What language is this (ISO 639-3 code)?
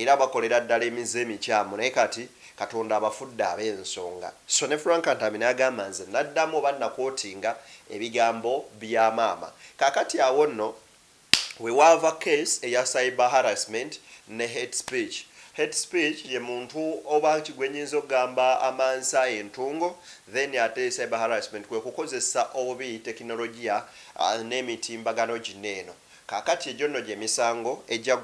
lug